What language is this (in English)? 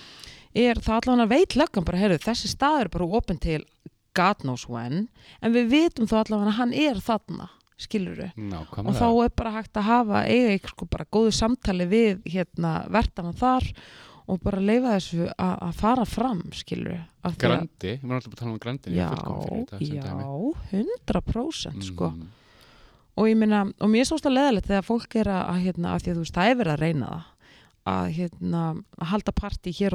Icelandic